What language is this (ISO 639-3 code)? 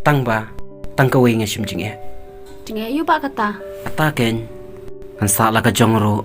kha